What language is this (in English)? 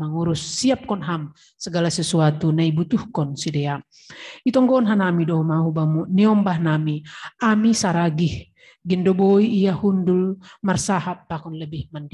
Batak Simalungun